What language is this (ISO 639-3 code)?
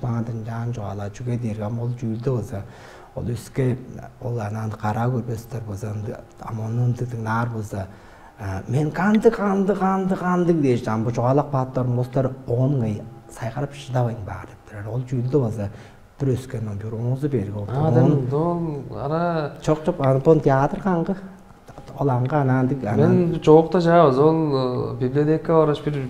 tyv